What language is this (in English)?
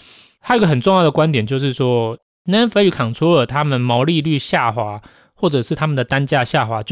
Chinese